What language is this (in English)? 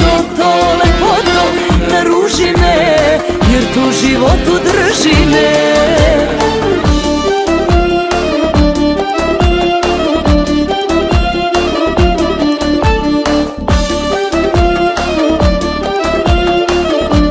Serbian